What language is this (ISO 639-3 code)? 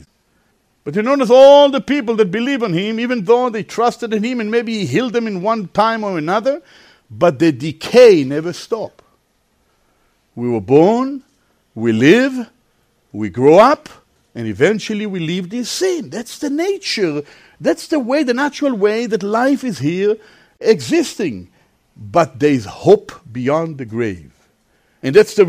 eng